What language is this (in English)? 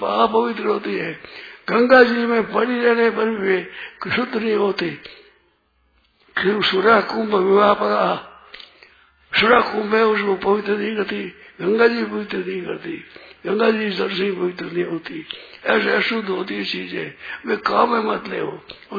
Hindi